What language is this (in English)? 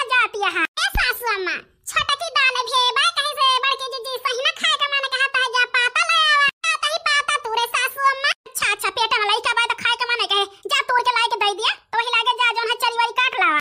Awadhi